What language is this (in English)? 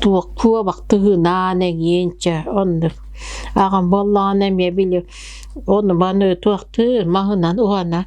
Yakut